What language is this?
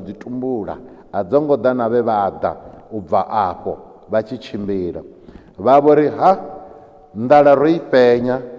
Venda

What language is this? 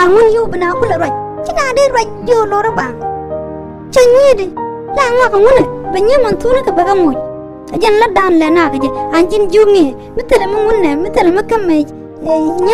Nuer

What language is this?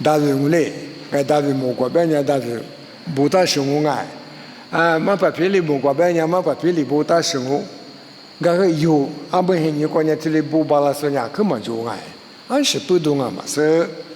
Lisu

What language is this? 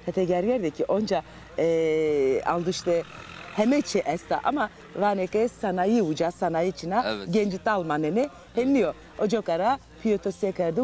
Zaza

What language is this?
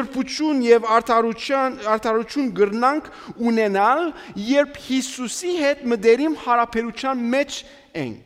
Armenian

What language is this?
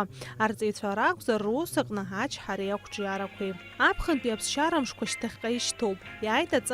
Abkhazian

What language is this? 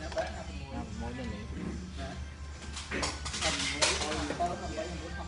Vietnamese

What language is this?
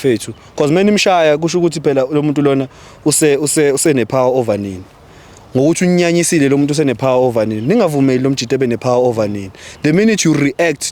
Zulu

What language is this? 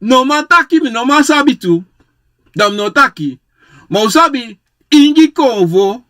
Sranan Tongo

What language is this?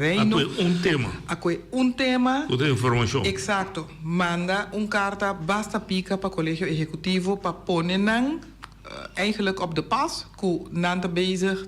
Papiamento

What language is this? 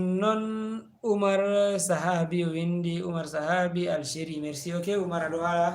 Fula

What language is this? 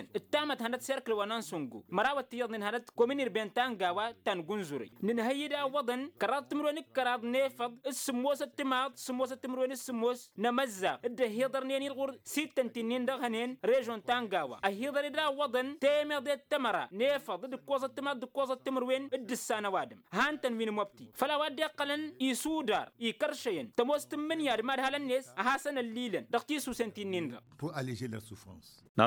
Tamasheq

